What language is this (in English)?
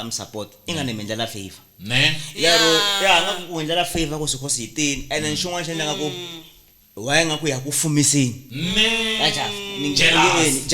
Tsonga